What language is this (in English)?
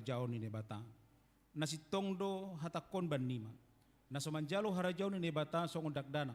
Batak Simalungun